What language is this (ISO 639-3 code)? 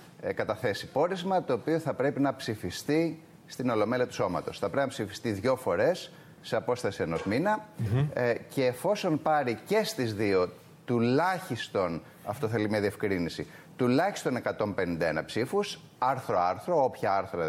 ell